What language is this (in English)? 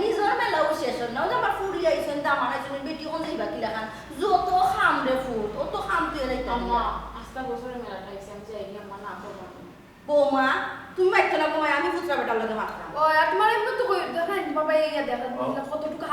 Sylheti